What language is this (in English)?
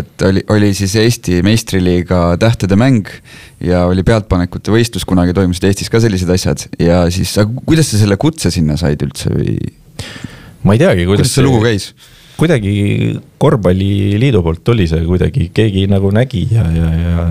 Estonian